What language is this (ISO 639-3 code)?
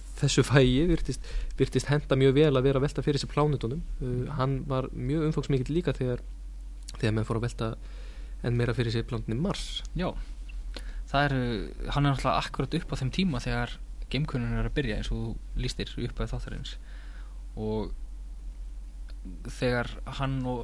isl